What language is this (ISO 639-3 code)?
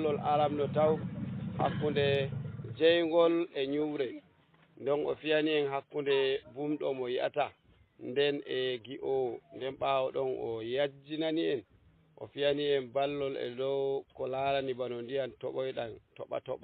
ful